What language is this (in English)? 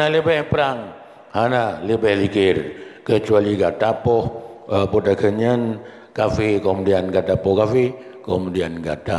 Achinese